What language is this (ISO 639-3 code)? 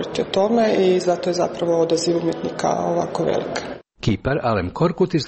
hrv